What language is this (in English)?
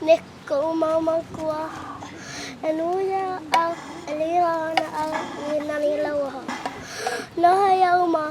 Hawaiian